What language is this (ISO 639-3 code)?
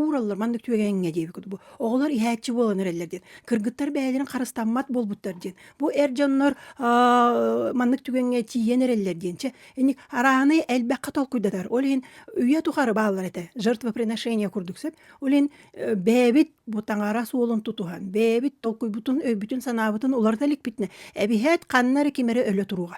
sah